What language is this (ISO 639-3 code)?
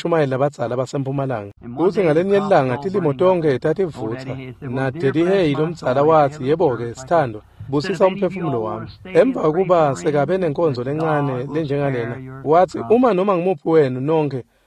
ssw